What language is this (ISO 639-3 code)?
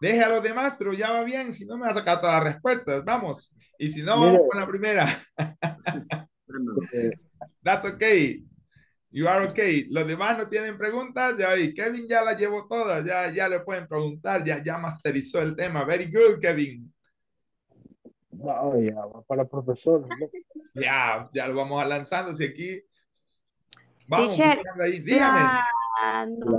spa